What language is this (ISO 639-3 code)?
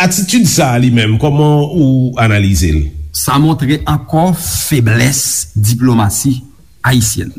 hat